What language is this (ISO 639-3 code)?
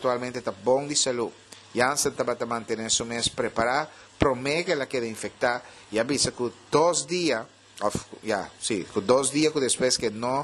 pap